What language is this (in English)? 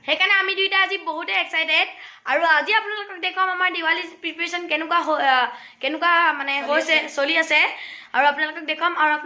Assamese